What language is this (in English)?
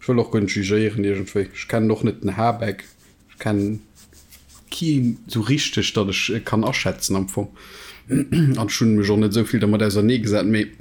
Luxembourgish